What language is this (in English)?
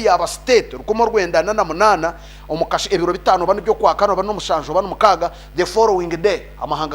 Nyankole